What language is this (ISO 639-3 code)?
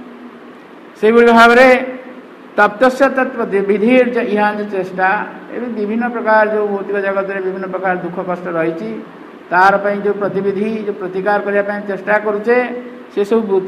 ori